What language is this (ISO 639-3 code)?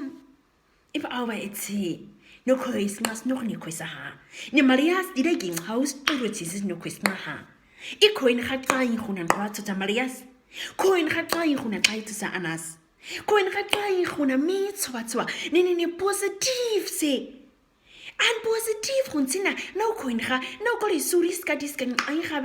naq